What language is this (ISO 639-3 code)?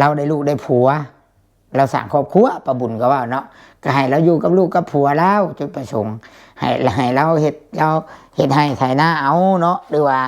lao